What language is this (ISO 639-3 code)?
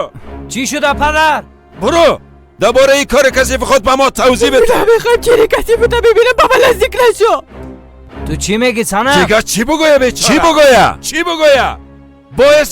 fas